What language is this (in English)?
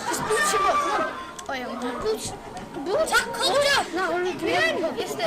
Welsh